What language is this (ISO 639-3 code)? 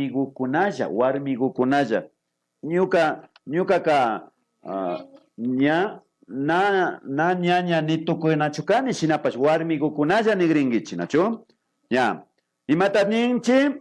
qvi